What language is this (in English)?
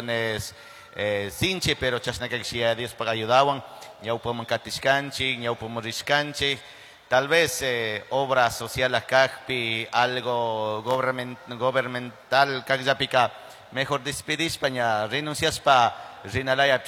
Chimborazo Highland Quichua